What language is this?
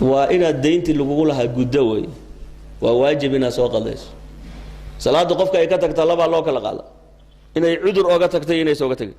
Somali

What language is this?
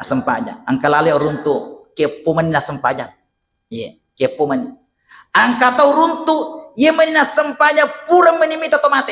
Buginese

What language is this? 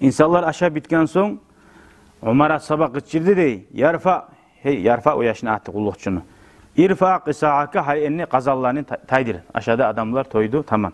Kumyk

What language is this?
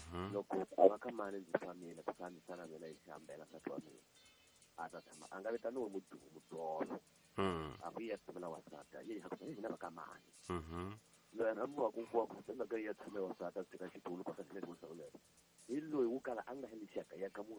Tsonga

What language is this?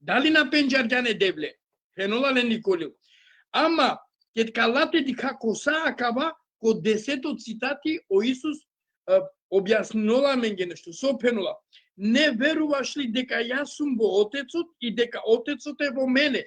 Balkan Romani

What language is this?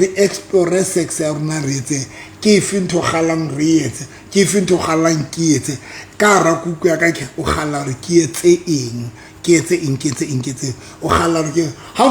Southern Sotho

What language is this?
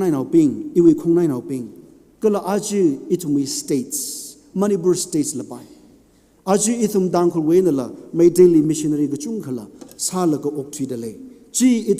Tangkhul Naga (India)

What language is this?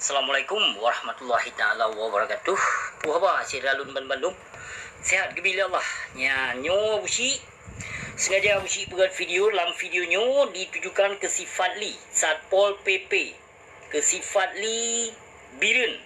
Achinese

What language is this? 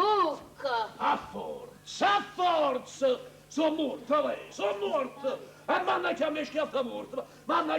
Neapolitan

